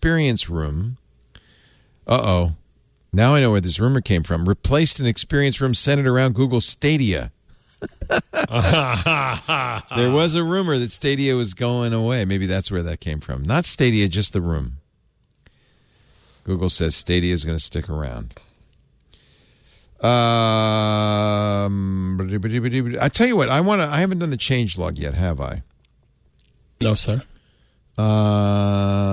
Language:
English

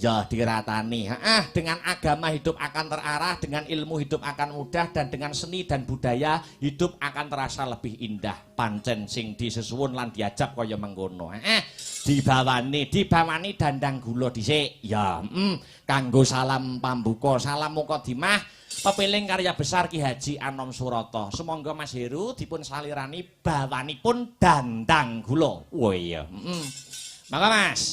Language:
Javanese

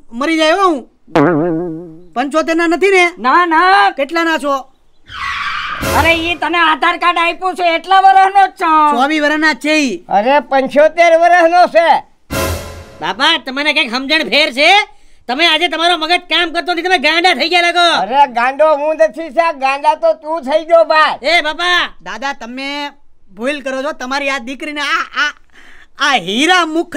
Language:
Gujarati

